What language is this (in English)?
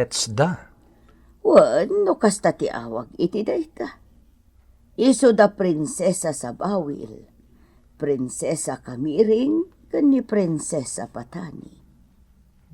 Iloko